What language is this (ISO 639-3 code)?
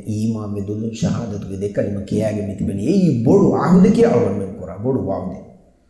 div